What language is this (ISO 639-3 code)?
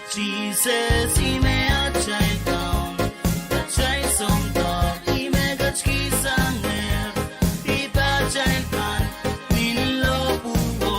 pon